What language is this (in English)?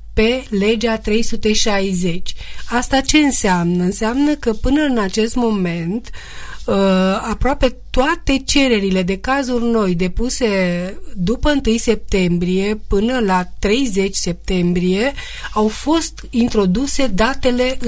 Romanian